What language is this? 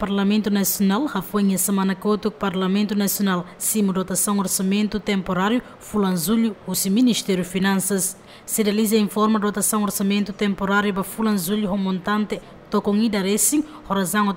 Tetum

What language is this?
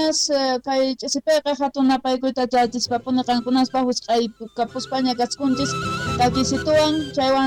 Quechua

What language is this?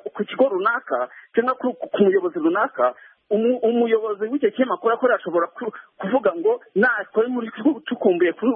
Kinyarwanda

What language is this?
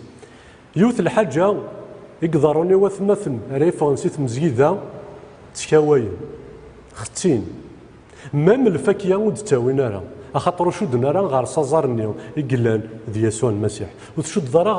Kabyle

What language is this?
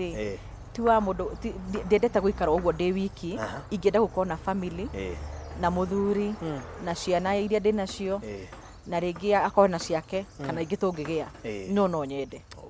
Kikuyu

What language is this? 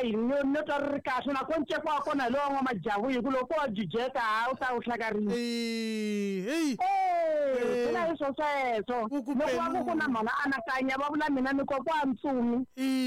Tsonga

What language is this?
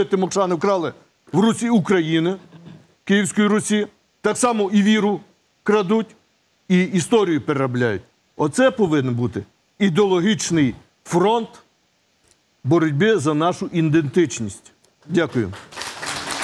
Ukrainian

